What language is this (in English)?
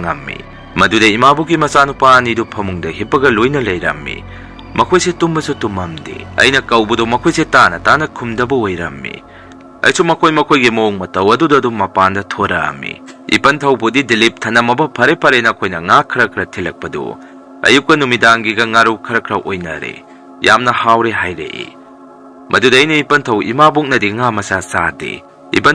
Manipuri